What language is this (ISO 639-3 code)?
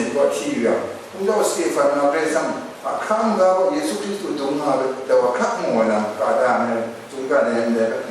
kac